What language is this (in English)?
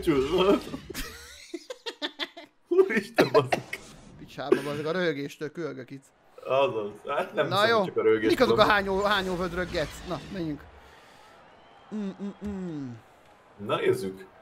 Hungarian